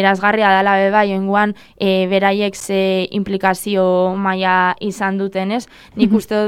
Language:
Basque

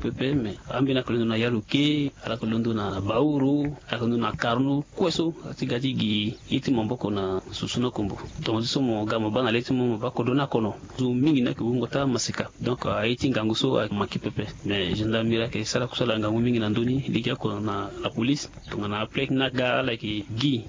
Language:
Sango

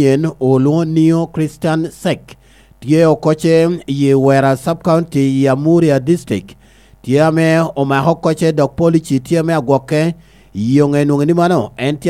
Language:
Lango (Uganda)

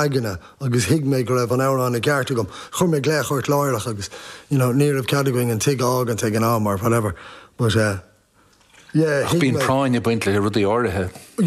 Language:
Irish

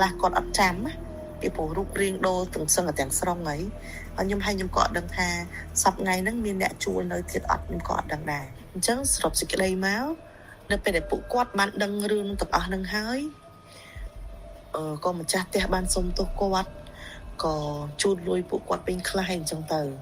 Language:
Khmer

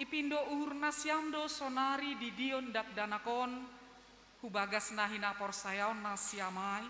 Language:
Batak Simalungun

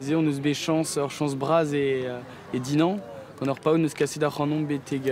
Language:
Breton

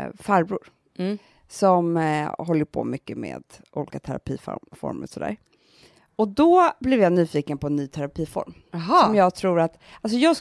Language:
Swedish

